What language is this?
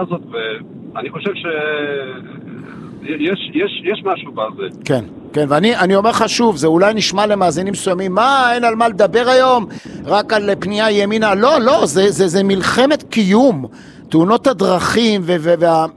Hebrew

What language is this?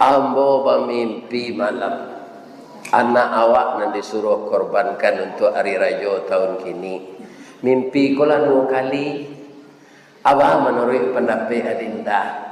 Minangkabau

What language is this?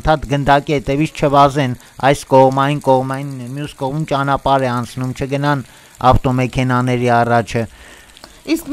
Armenian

